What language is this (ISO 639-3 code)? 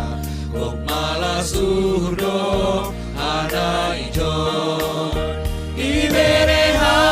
bts